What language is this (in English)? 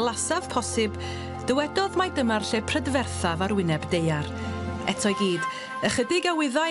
Welsh